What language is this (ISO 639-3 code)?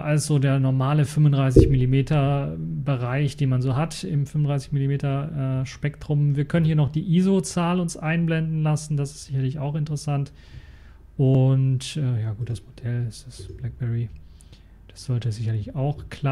deu